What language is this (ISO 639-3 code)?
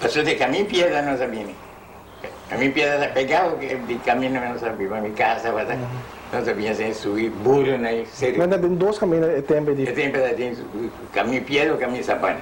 pap